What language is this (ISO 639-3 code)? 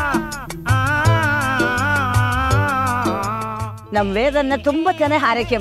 kan